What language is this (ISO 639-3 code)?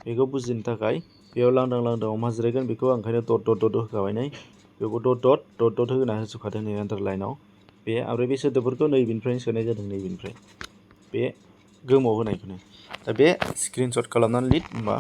brx